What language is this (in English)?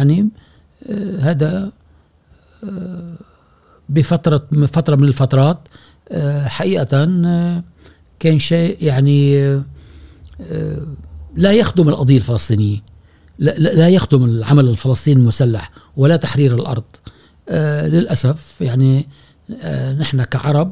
Gulf Arabic